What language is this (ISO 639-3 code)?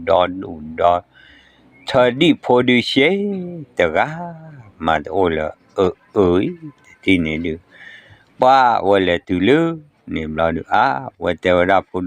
ksw